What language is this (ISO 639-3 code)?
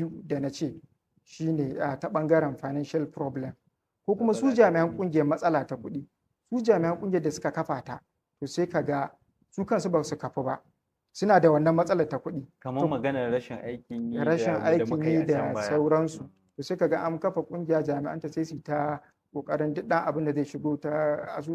hau